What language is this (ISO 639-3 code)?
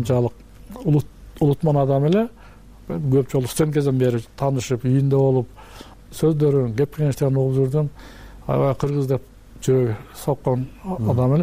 kir